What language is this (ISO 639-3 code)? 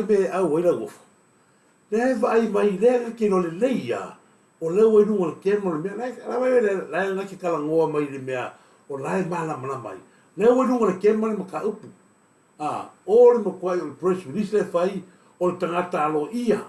smo